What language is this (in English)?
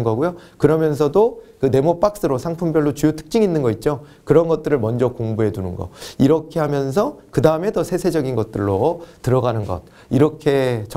Korean